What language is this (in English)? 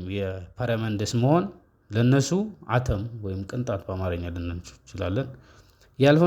Amharic